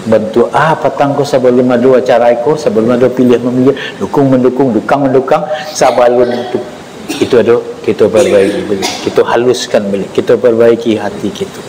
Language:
Minangkabau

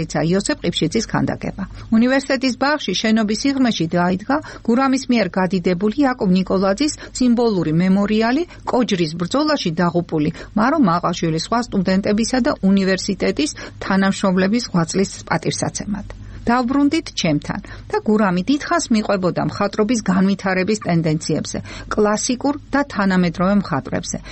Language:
Georgian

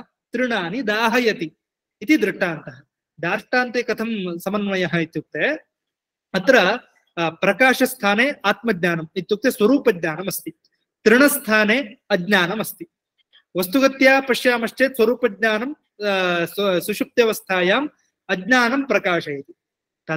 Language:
Sanskrit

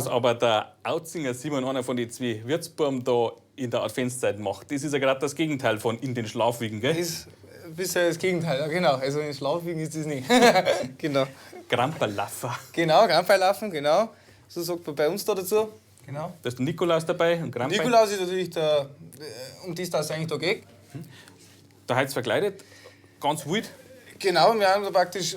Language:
Bavarian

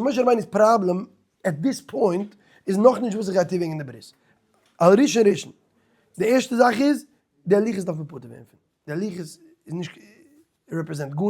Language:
Yiddish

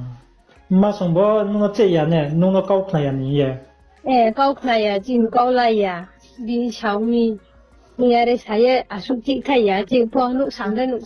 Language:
Riang (India)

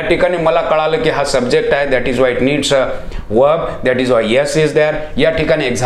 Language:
Marathi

